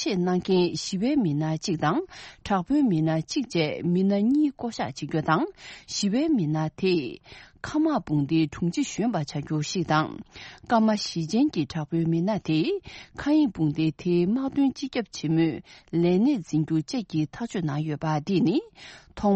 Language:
Tibetan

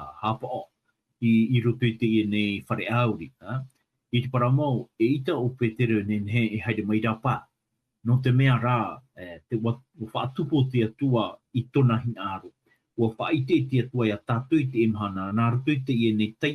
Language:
Tahitian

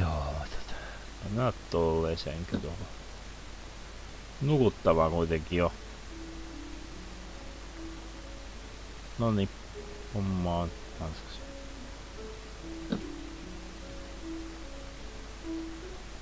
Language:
Finnish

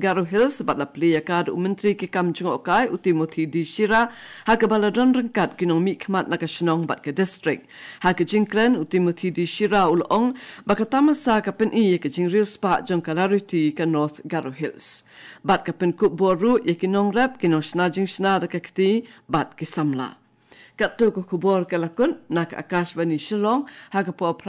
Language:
Khasi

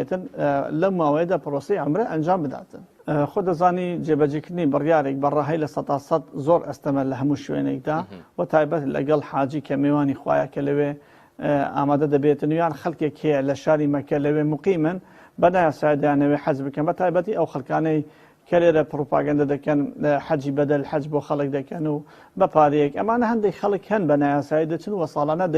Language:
Central Kurdish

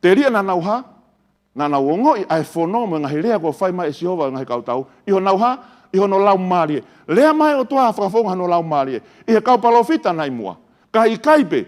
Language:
Tongan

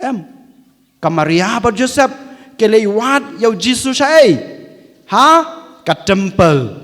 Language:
Khasi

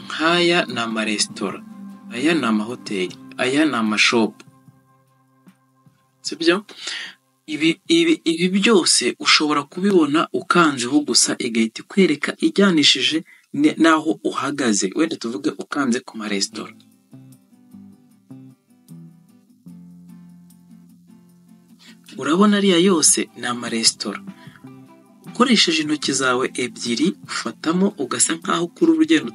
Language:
Kinyarwanda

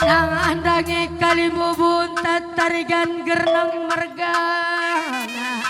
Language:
Batak Karo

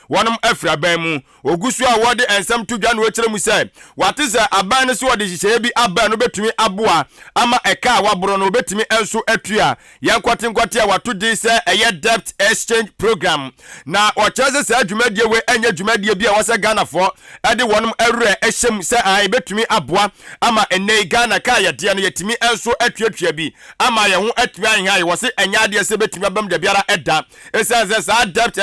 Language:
Akan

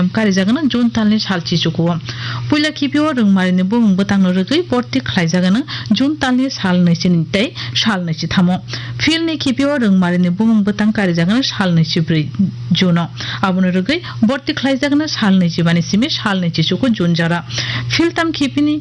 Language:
Kok Borok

